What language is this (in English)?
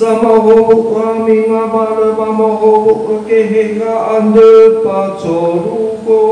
Nias